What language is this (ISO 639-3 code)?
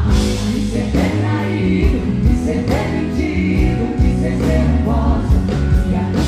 por